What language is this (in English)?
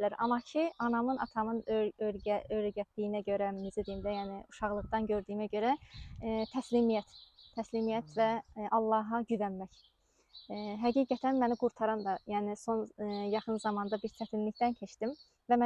Azerbaijani